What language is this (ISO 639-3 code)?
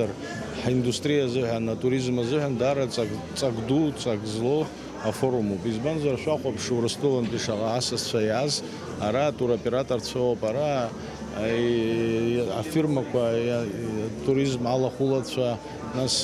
abk